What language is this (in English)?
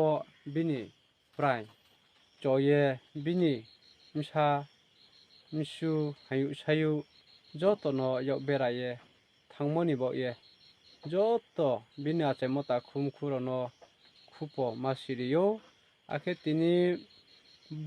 Riang (India)